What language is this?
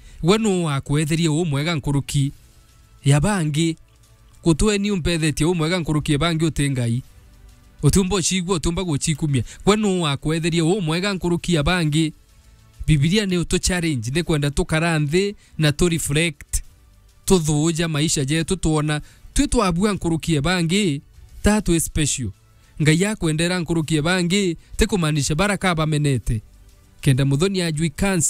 Meru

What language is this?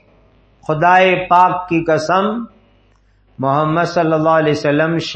Urdu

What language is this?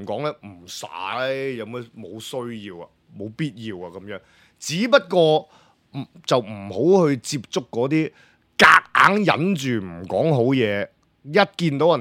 Cantonese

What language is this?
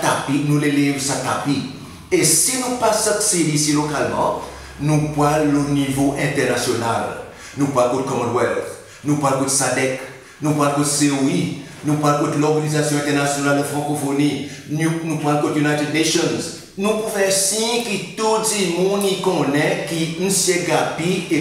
Seselwa Creole French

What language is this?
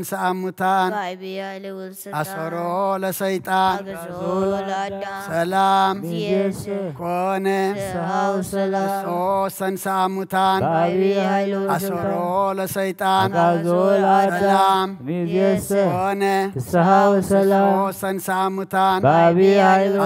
Geez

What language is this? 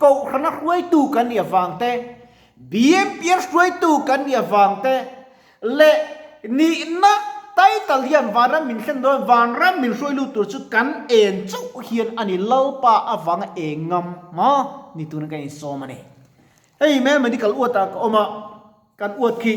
Mizo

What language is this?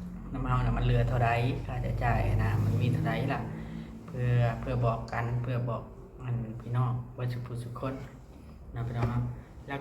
Northeastern Thai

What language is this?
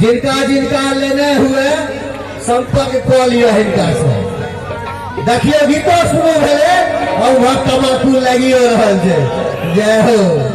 Maithili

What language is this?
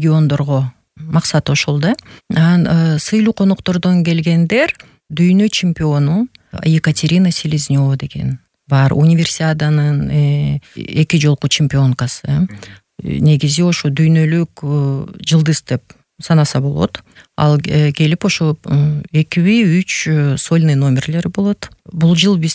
Kyrgyz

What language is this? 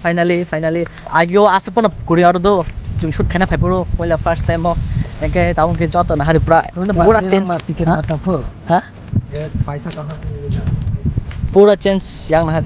Kok Borok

